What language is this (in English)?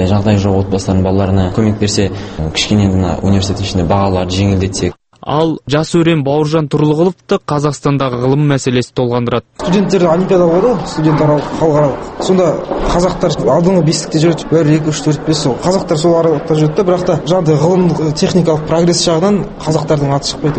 Kazakh